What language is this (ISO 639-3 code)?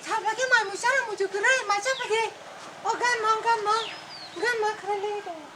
trp